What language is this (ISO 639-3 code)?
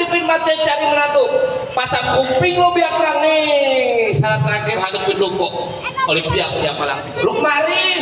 bew